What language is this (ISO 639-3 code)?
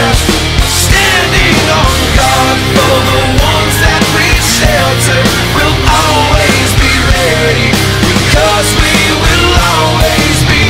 eng